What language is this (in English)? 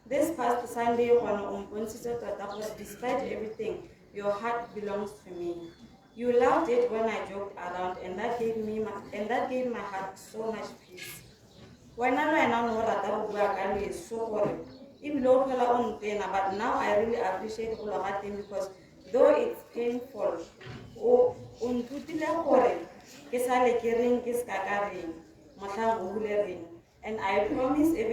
Tswana